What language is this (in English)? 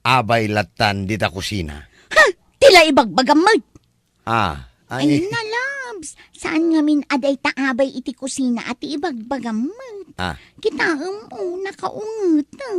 Iloko